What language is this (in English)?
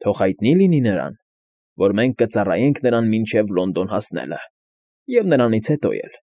Armenian